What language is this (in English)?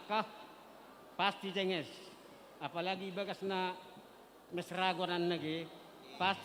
Batak Simalungun